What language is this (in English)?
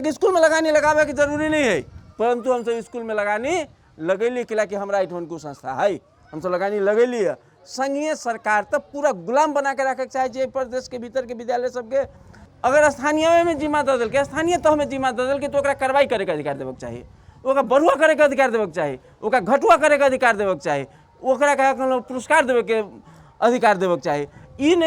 Maithili